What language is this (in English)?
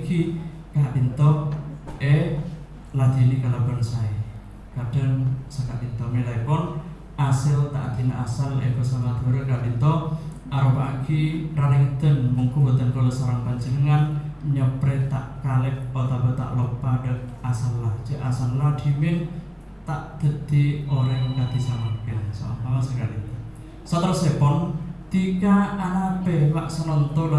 Madurese